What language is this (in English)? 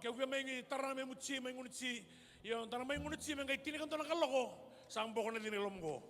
Fijian